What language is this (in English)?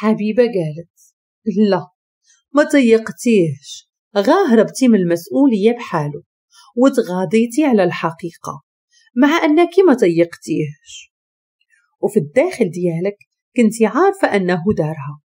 Moroccan Arabic